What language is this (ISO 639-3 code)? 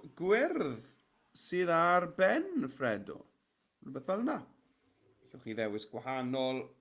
cym